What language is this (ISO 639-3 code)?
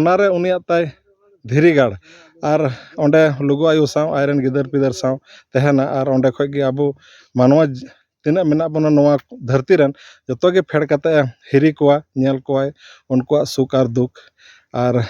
sat